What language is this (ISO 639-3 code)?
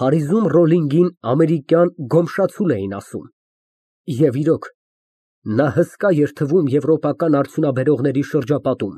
hye